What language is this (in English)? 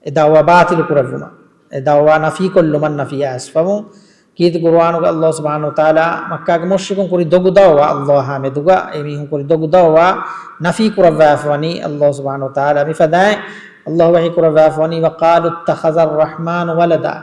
Divehi